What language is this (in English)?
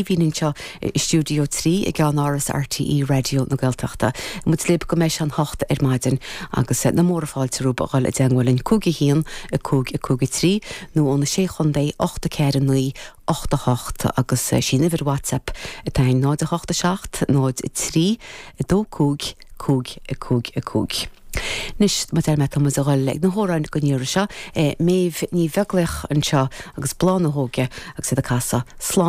Irish